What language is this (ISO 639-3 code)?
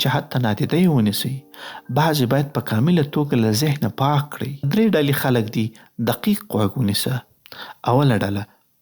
pus